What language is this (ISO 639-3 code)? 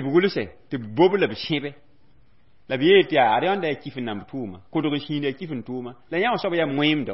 mos